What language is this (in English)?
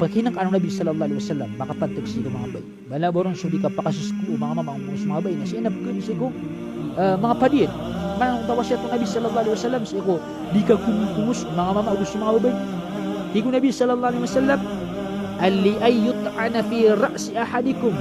Maranao